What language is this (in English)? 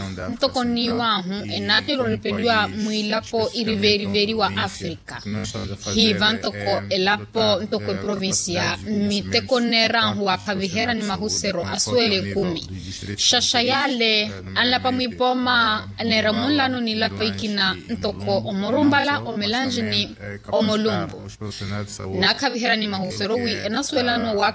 Makhuwa